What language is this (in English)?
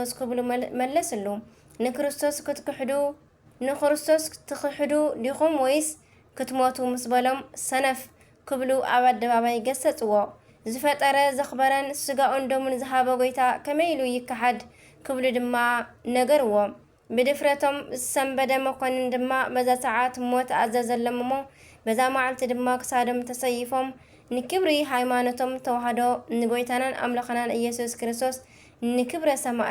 Tigrinya